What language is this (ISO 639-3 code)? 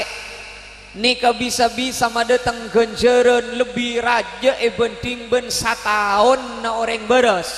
mad